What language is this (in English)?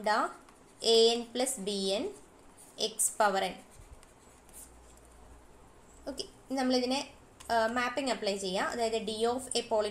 Malayalam